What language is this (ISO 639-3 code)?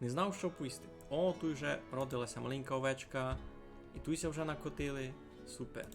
rue